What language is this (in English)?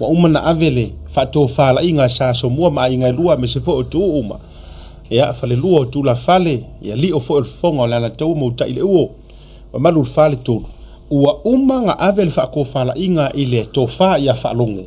Samoan